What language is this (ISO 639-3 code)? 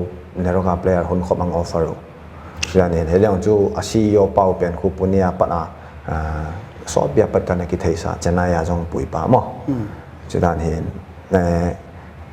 pck